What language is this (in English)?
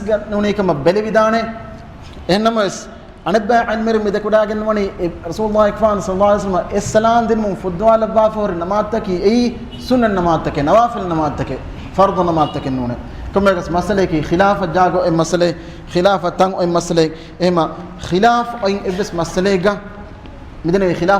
Divehi